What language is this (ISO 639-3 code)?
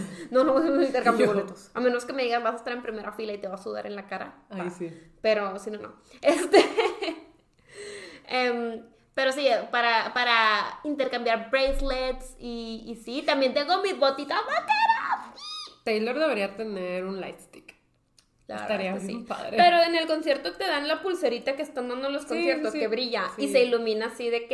spa